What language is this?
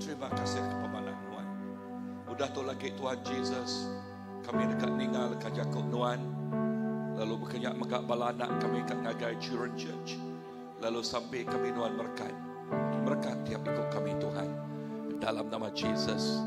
Iban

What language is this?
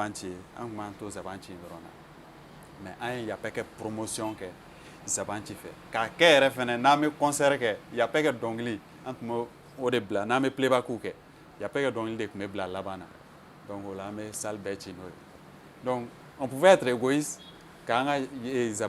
Bambara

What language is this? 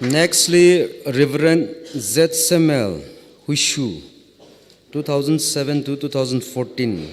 Tangkhul Naga (India)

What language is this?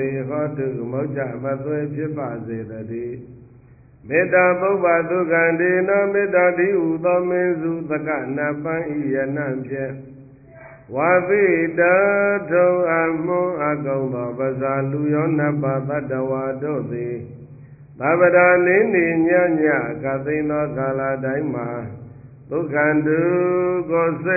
Burmese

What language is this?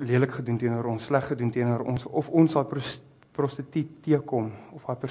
Afrikaans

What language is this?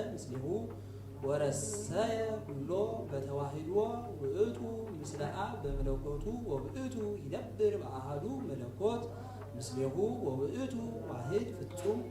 Geez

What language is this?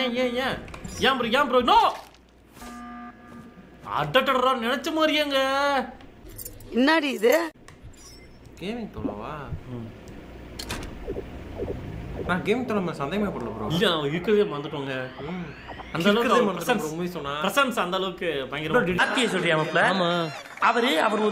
Tamil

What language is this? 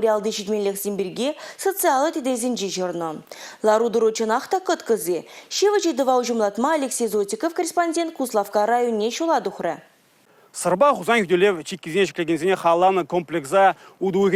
Chuvash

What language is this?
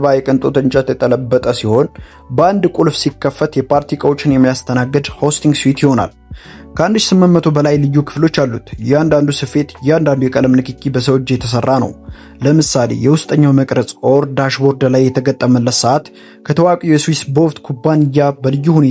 Amharic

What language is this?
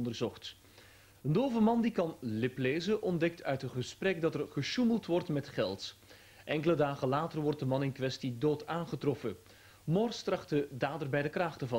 Dutch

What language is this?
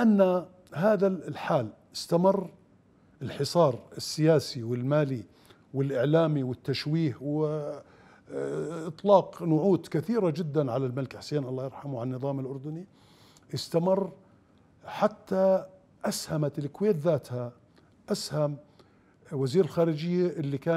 Mesopotamian Arabic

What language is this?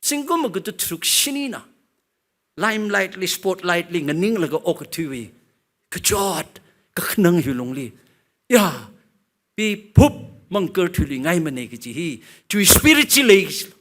Tangkhul Naga (India)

